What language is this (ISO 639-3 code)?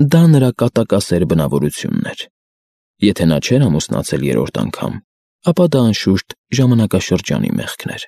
hye